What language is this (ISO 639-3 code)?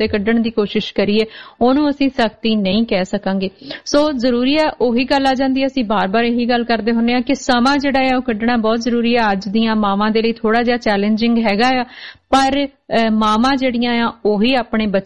pan